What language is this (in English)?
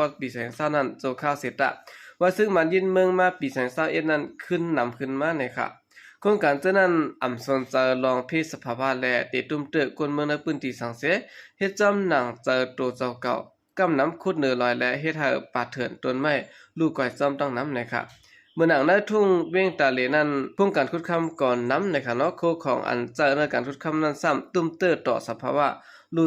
Shan